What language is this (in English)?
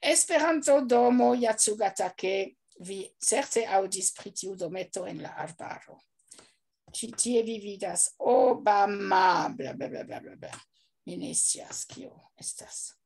Esperanto